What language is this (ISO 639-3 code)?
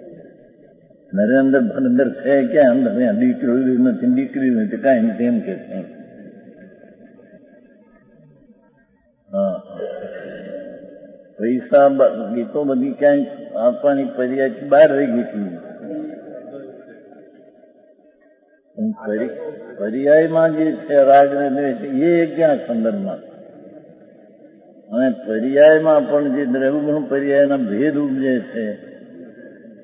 guj